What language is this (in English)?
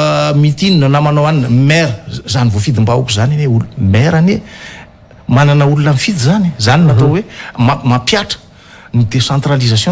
Malagasy